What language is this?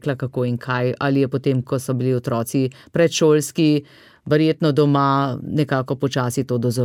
Slovenian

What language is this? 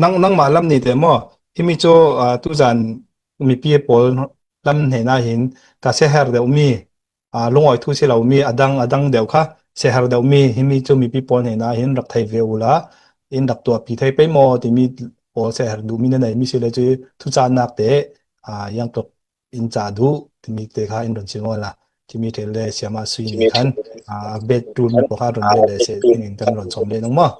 Falam Chin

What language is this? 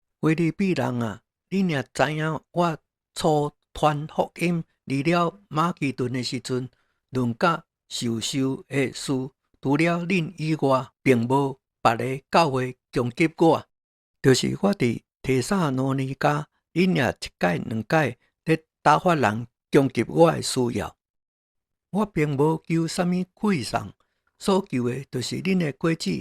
Min Nan Chinese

